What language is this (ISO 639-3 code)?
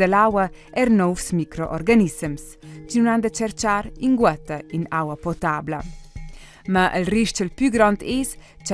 roh